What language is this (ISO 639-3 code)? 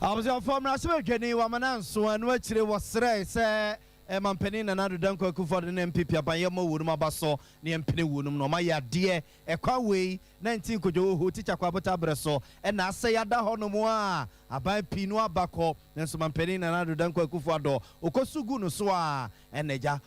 aka